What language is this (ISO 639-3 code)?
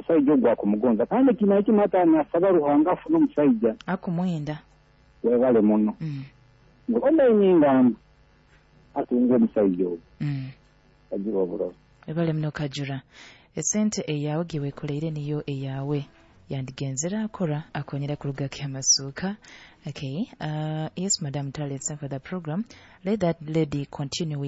nyo